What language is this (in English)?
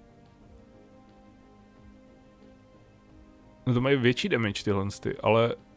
Czech